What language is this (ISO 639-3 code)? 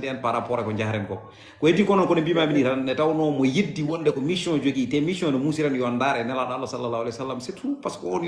ful